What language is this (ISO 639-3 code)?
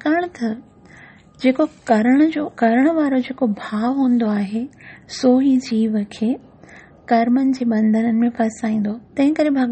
snd